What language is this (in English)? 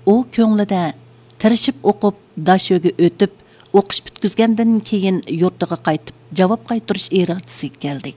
Uyghur